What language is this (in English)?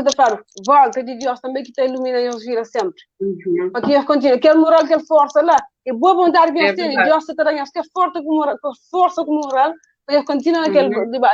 Kabuverdianu